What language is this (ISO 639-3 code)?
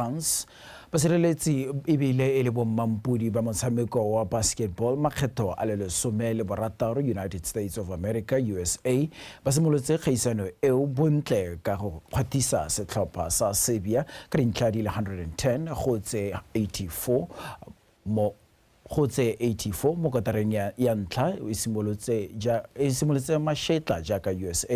tsn